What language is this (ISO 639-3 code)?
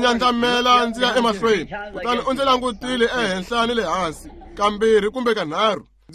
tso